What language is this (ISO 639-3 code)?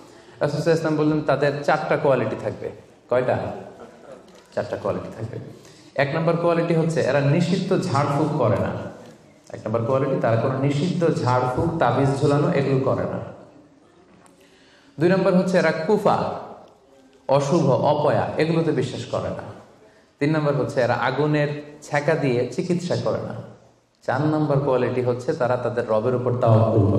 ben